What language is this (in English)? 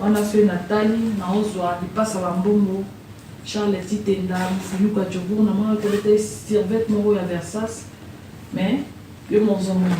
Lingala